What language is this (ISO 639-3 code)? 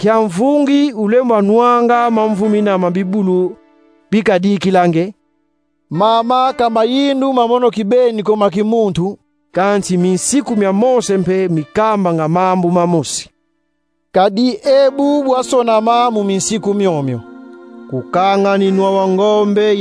kon